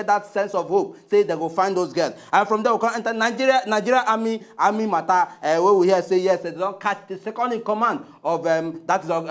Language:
Nigerian Pidgin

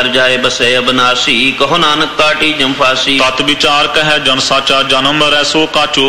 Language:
Punjabi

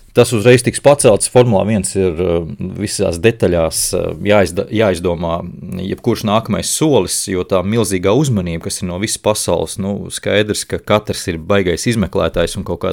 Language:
Latvian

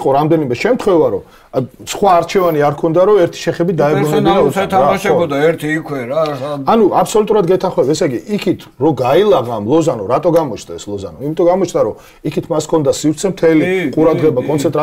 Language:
Georgian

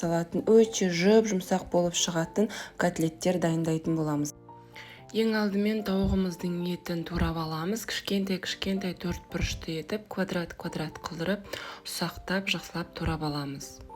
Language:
Kazakh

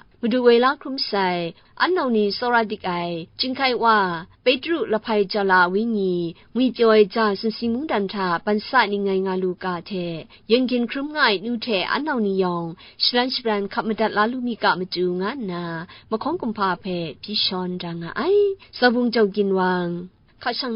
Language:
Kachin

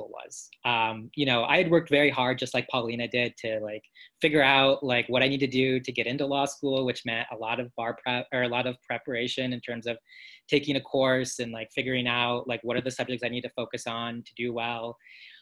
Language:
English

